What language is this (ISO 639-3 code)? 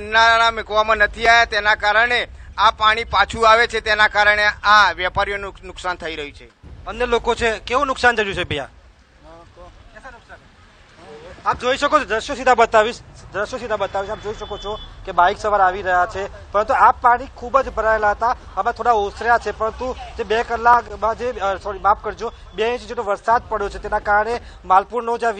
guj